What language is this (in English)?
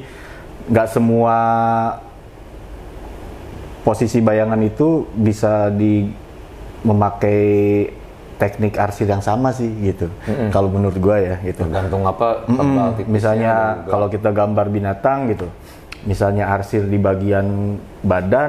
Indonesian